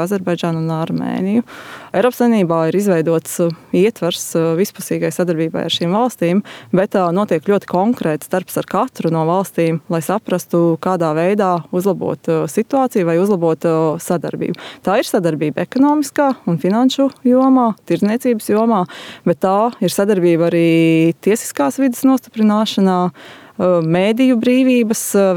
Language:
Latvian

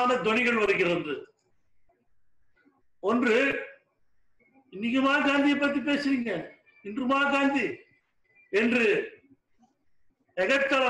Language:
Tamil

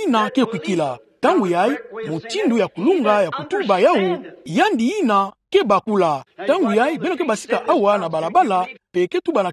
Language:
Kituba (Democratic Republic of Congo)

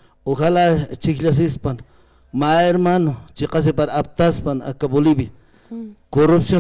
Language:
Aymara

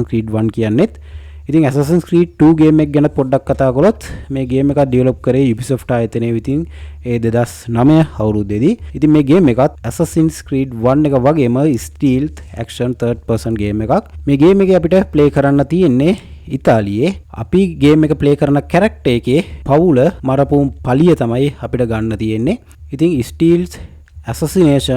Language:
Sinhala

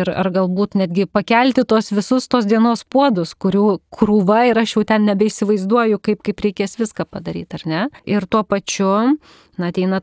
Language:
Lithuanian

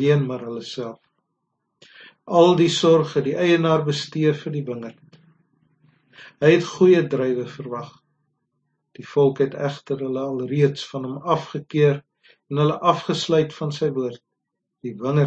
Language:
Afrikaans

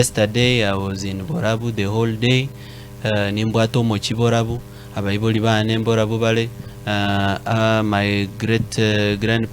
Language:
Gusii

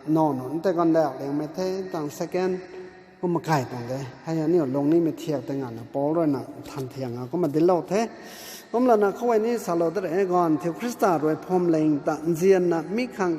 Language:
Rongmei Naga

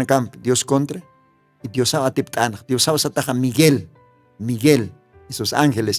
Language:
Aymara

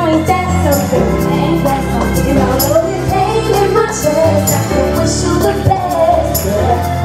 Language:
English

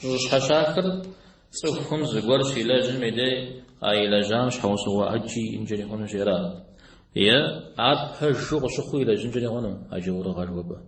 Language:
Kabardian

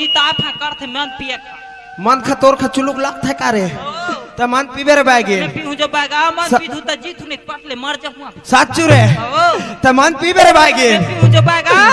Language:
Chhattisgarhi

